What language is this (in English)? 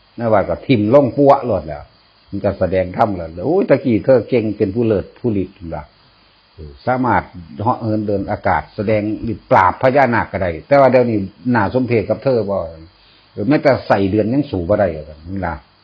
Northeastern Thai